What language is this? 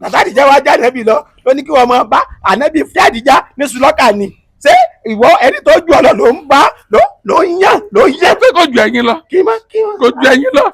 Yoruba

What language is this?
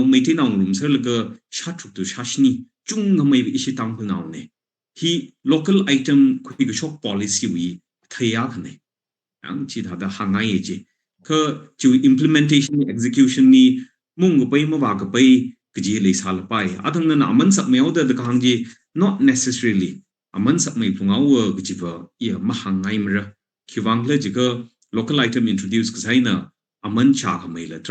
Tangkhul Naga (India)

